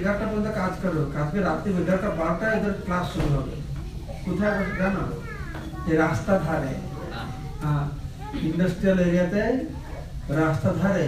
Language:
Bangla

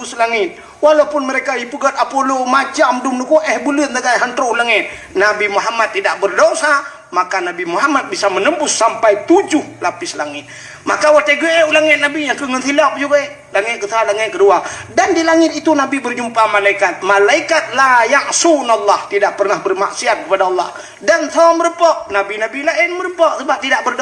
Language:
Achinese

